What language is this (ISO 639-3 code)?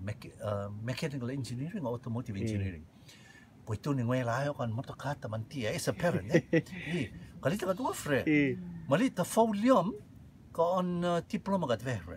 rtm